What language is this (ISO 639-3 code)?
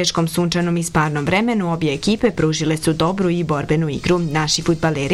bos